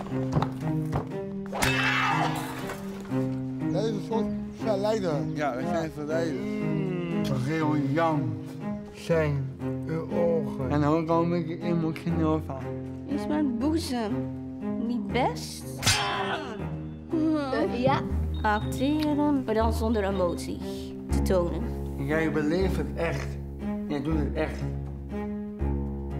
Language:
Dutch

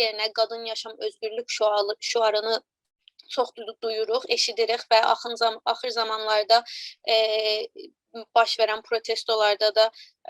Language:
South Azerbaijani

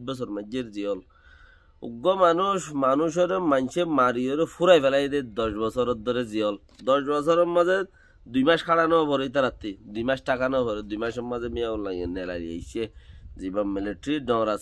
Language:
Rohingya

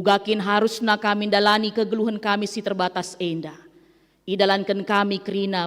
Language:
Batak Karo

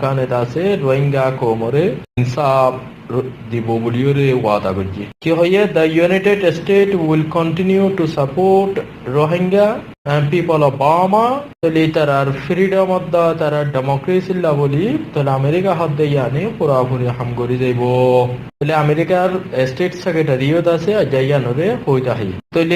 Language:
Rohingya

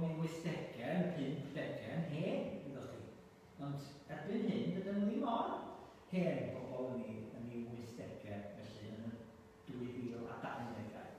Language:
Welsh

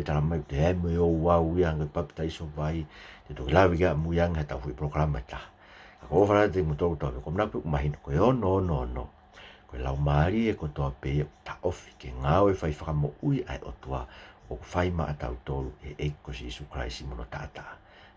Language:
Tongan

